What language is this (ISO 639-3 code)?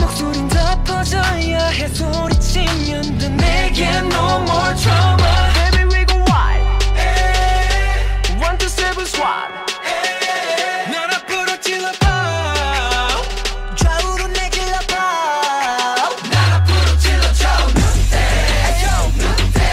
kor